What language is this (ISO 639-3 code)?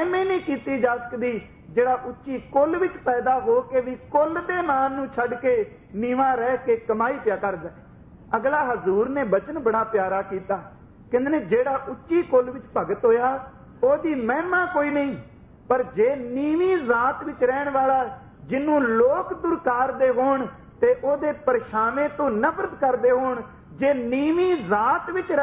pan